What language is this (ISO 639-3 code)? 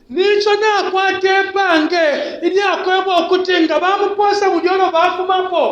bem